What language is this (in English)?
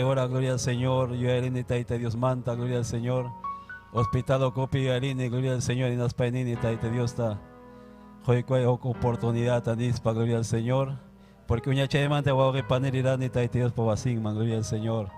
Ayacucho Quechua